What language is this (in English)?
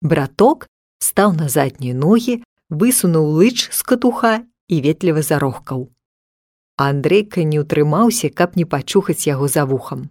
Belarusian